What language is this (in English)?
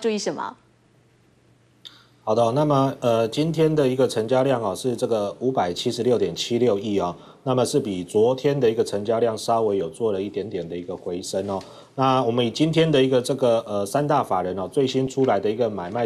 Chinese